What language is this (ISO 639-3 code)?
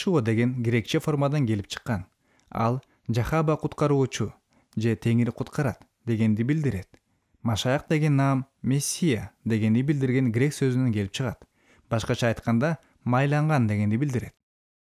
kir